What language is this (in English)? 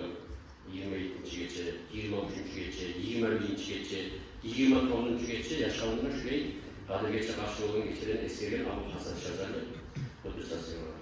Kumyk